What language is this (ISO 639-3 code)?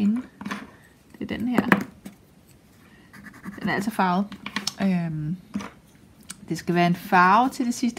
dan